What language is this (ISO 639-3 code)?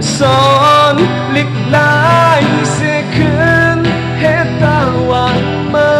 shn